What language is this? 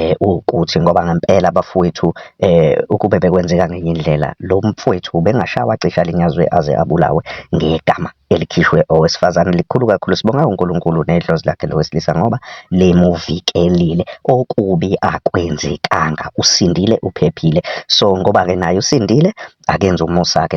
Zulu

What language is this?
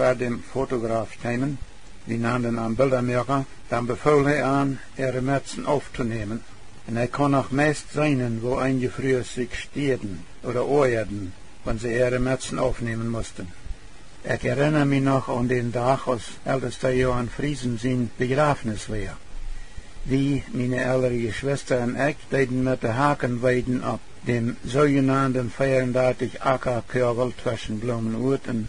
Plautdietsch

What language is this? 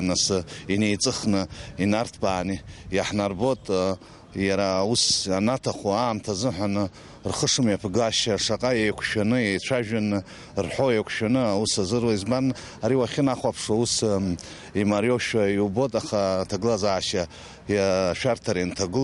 Abkhazian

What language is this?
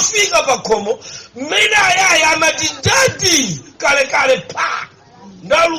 Nyanja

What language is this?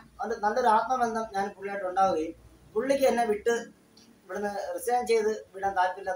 Malayalam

